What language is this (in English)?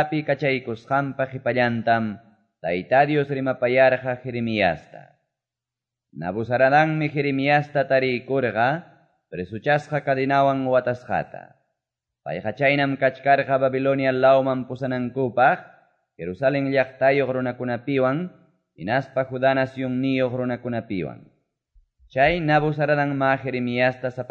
Quechua